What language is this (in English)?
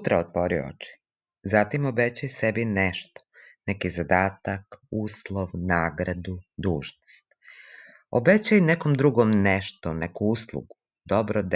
Serbian